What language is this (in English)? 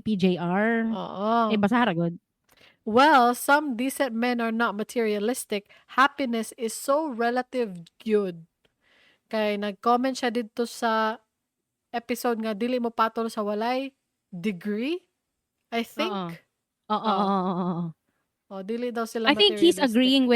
Cebuano